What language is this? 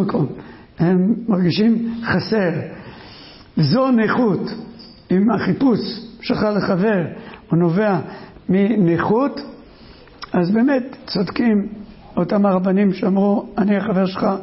Hebrew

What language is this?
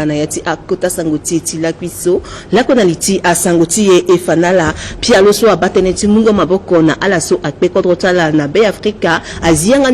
Sango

